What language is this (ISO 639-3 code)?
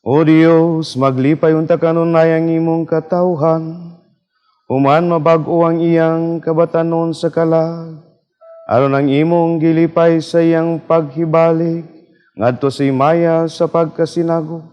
ceb